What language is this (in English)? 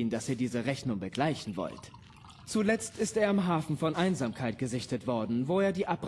Bavarian